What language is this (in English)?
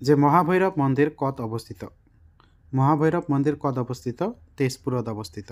Assamese